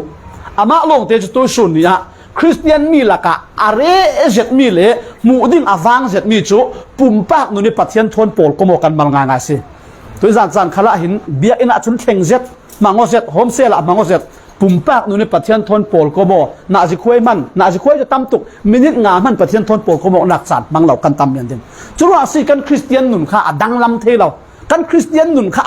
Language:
Falam Chin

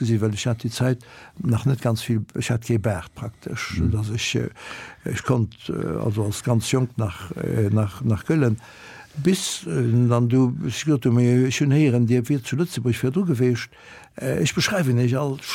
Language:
Luxembourgish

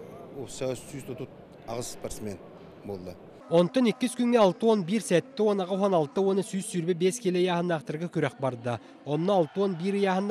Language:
Yakut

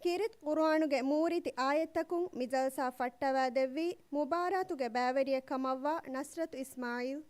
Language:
Divehi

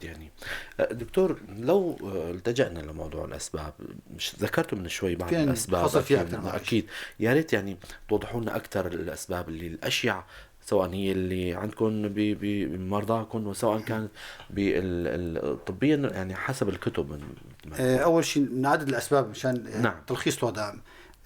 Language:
North Levantine Arabic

